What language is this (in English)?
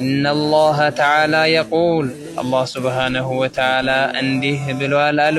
Amharic